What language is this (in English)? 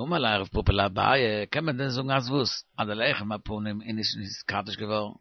Yiddish